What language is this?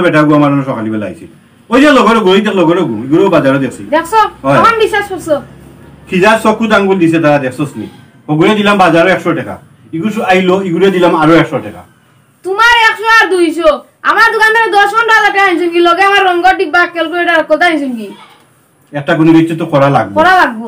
Sylheti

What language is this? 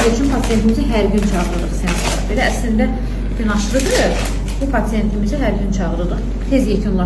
Azerbaijani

